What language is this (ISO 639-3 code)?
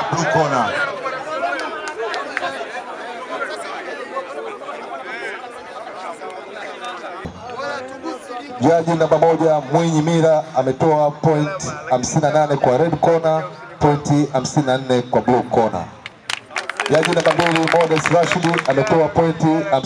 swa